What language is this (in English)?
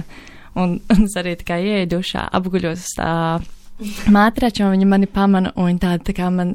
Latvian